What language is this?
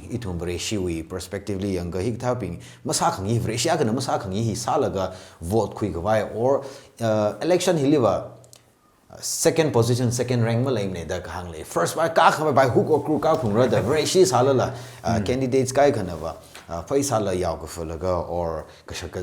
Tangkhul Naga (India)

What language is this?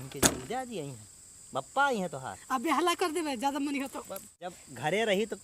Awadhi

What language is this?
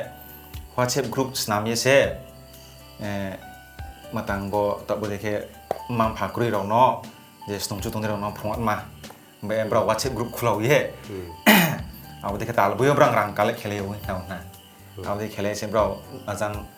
Riang (India)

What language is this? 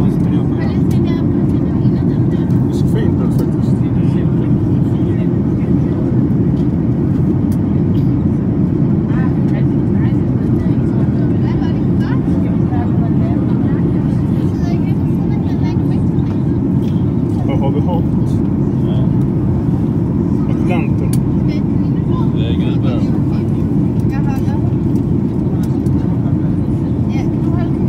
Swedish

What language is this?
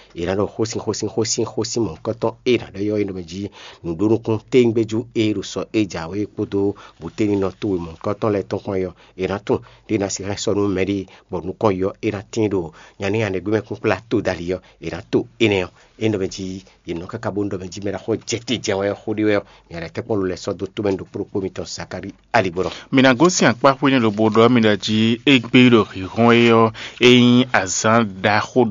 Fon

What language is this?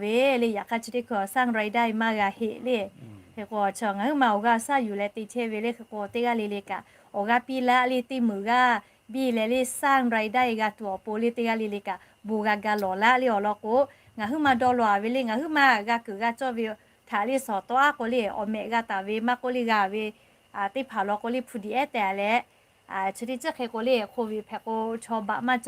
Lahu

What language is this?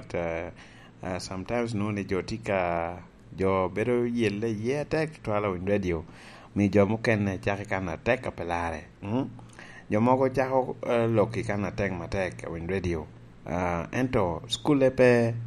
Lango (Uganda)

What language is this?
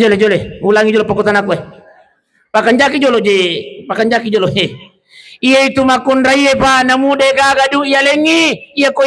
Buginese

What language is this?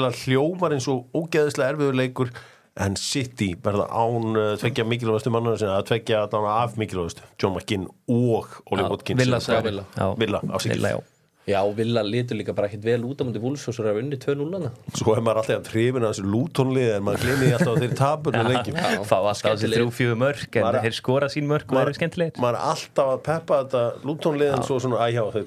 Icelandic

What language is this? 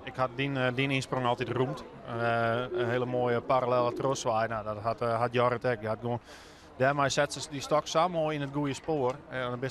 Western Frisian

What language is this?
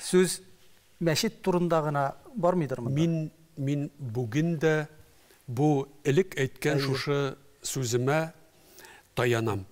Tatar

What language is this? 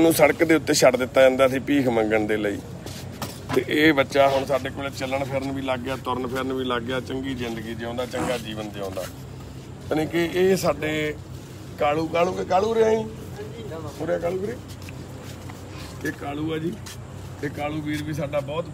Punjabi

